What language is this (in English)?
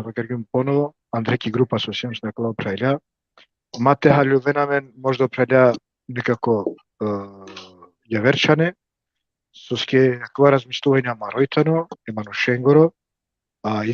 Balkan Romani